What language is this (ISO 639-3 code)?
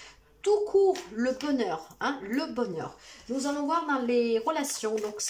fra